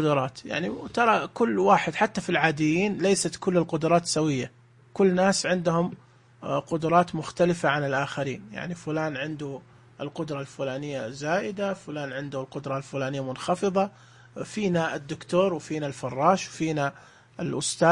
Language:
Najdi Arabic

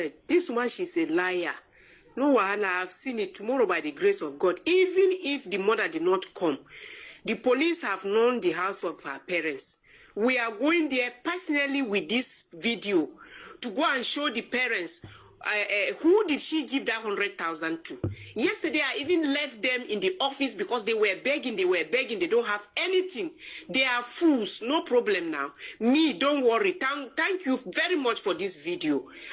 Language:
Nigerian Pidgin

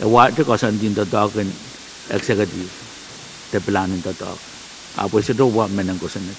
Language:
Pohnpeian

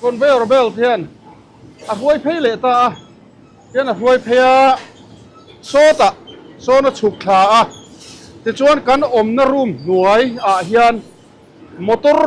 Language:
Mizo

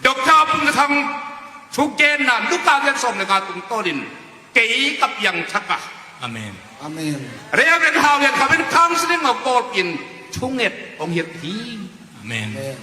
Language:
Tedim Chin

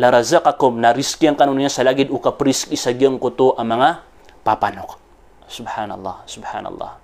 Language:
Maranao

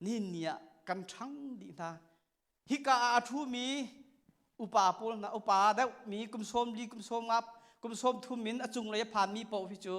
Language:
Hakha Chin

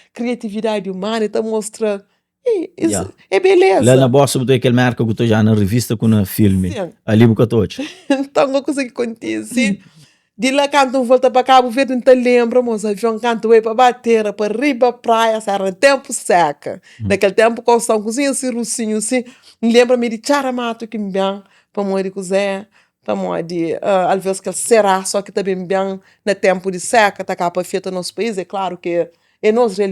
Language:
Kabuverdianu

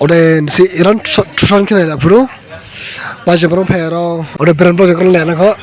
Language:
Dimasa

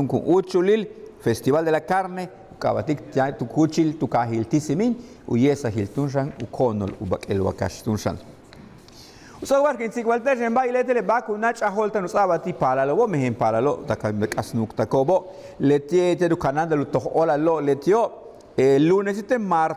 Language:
Yucateco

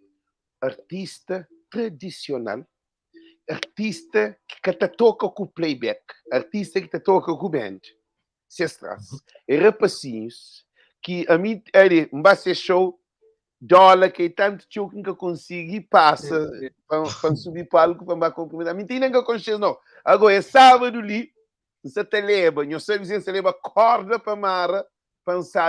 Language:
Kabuverdianu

